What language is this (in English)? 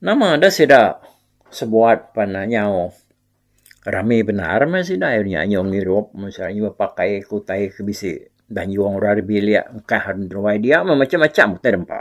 Iban